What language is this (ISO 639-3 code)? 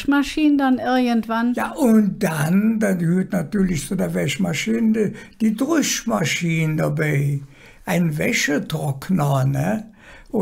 ksh